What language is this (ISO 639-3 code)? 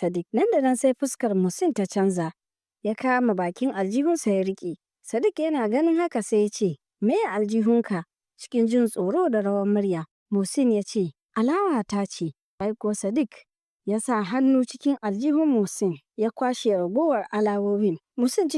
hau